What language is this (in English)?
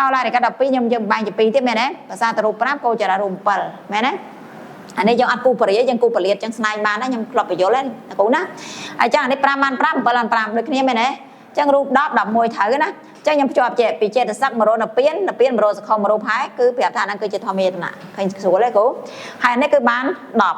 Khmer